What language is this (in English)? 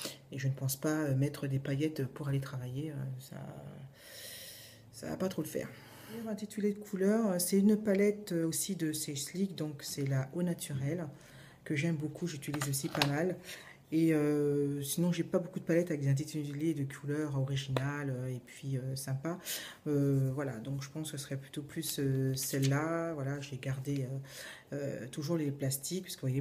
French